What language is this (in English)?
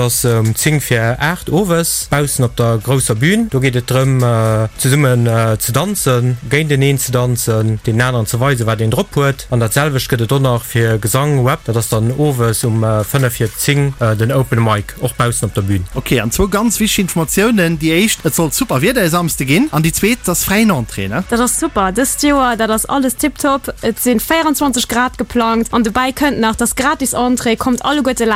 Luxembourgish